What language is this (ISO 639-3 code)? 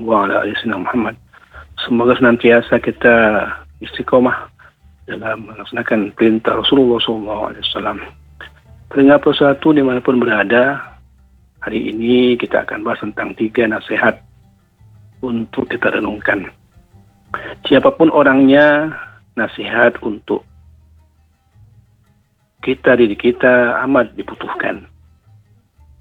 ind